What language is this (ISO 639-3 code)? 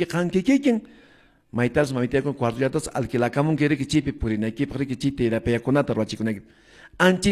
que